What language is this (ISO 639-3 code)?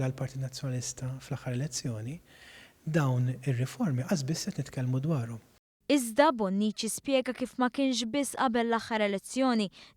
mlt